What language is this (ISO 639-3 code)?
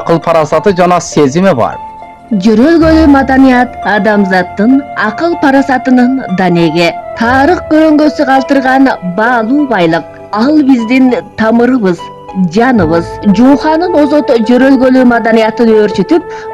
kir